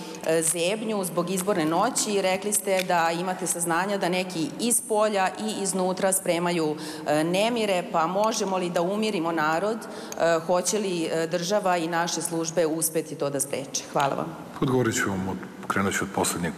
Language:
Serbian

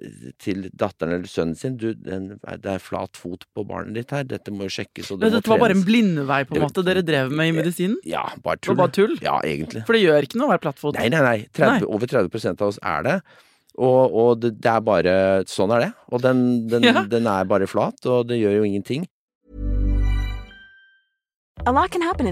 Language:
Norwegian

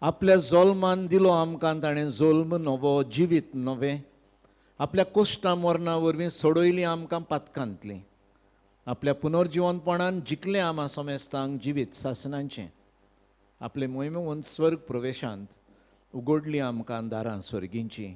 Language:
Konkani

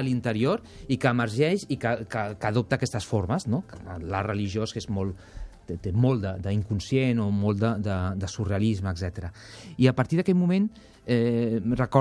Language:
Catalan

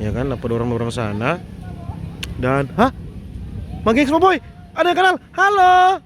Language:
Manado Malay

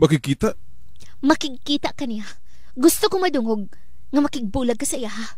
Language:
Cebuano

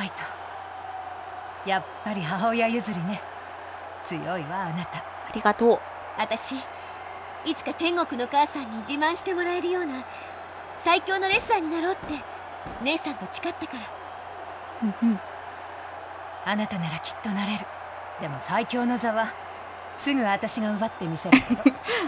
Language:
Japanese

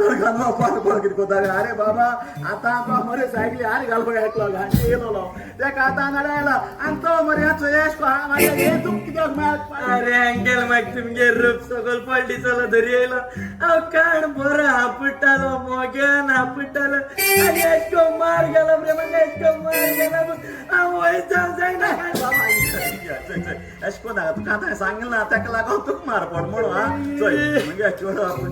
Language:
Konkani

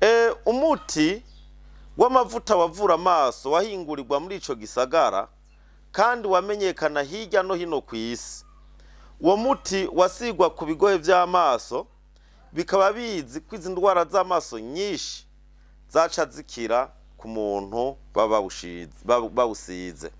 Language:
Rundi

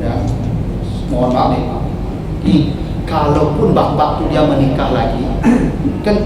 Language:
Minangkabau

